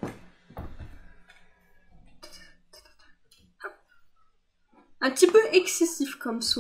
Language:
French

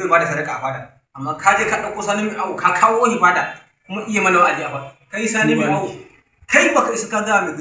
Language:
Hausa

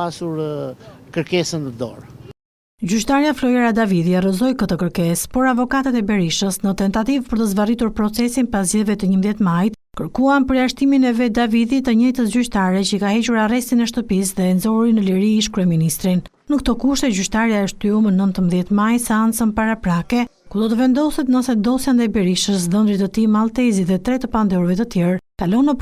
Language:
Albanian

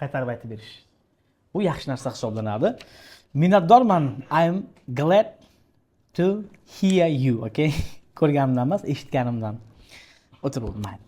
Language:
Uzbek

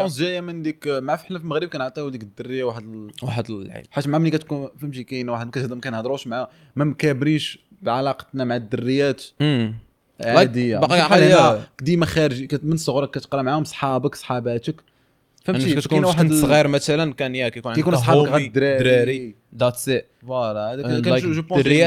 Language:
Moroccan Arabic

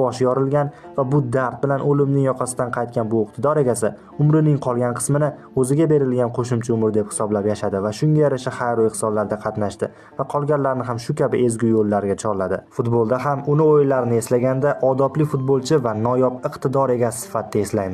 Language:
Uzbek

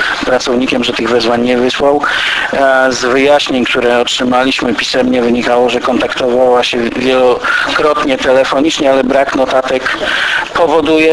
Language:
Polish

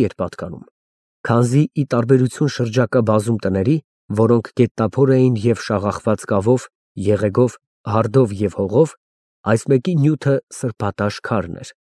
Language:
Armenian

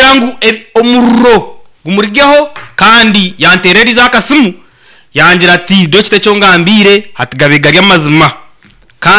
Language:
Nyankole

